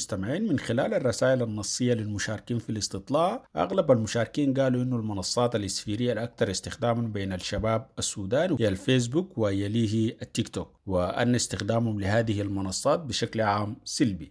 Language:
Sudanese Arabic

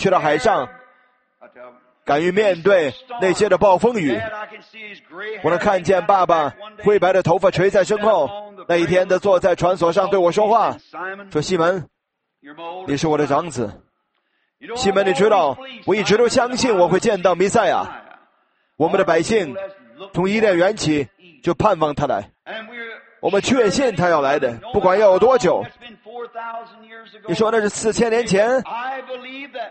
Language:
Chinese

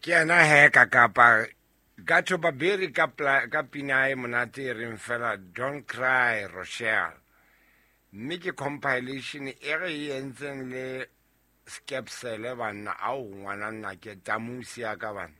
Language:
Southern Sotho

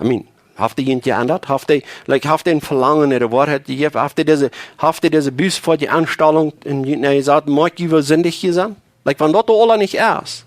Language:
Plautdietsch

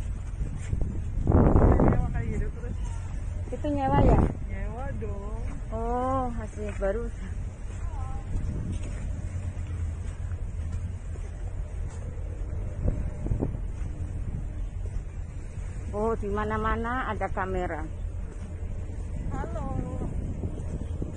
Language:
Indonesian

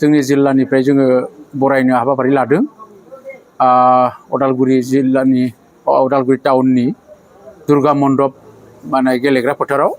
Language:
Bodo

